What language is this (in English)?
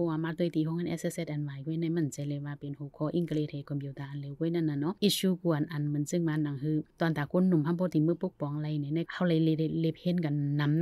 Shan